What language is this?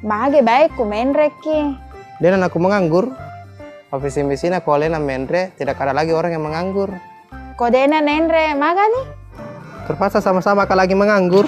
Buginese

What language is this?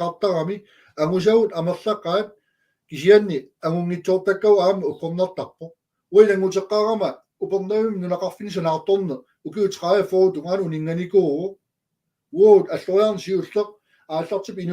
Kalaallisut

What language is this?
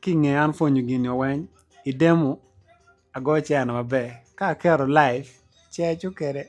Acoli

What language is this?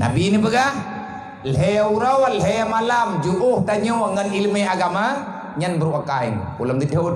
Achinese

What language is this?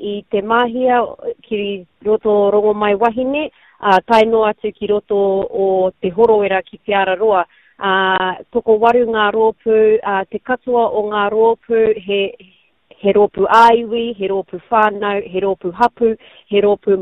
Māori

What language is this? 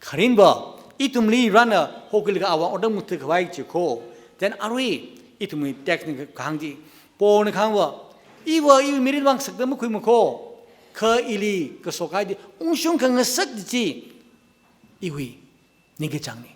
Tangkhul Naga (India)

